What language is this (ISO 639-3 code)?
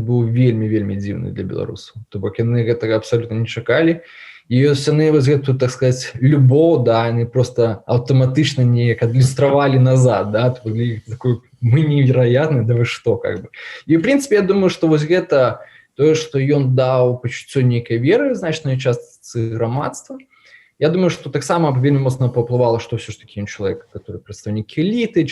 bel